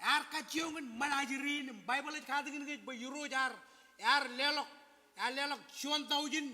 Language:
Marshallese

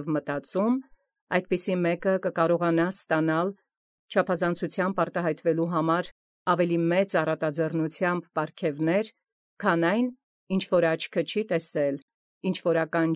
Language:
Armenian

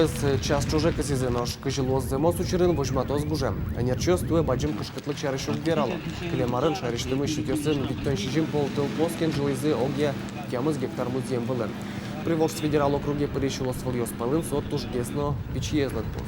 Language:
Udmurt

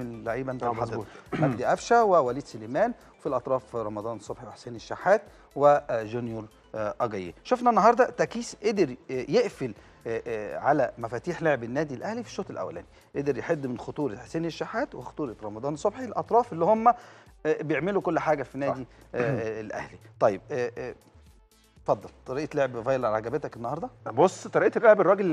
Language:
Egyptian Arabic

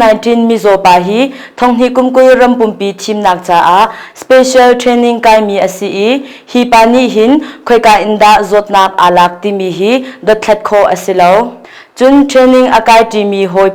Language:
Hakha Chin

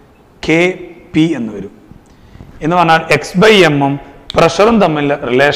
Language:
Malayalam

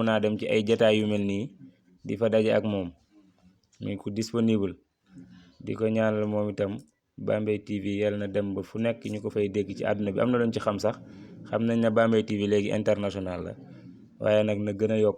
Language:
Wolof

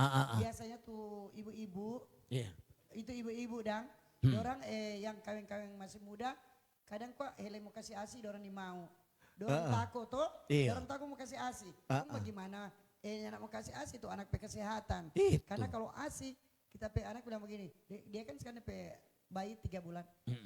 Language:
Manado Malay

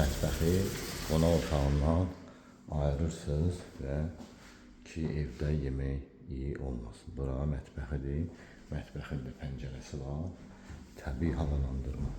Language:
Azerbaijani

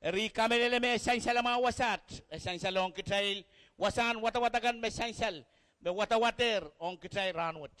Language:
Pohnpeian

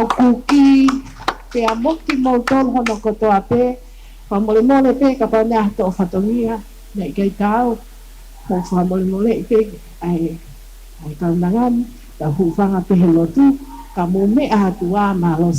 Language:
Tongan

